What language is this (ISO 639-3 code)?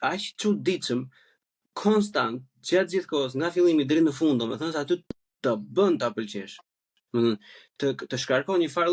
sqi